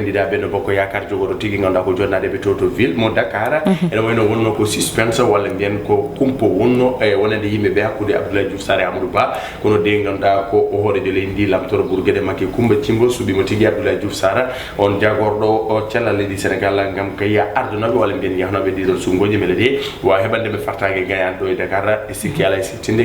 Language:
Fula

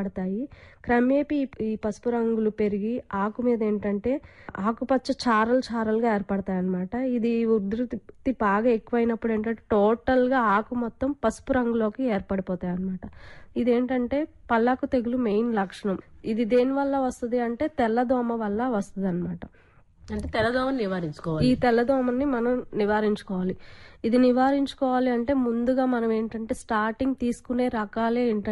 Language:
Telugu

